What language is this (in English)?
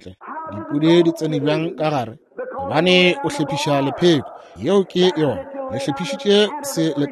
Northern Sotho